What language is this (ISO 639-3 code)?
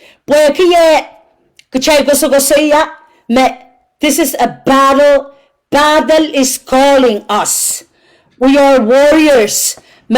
pon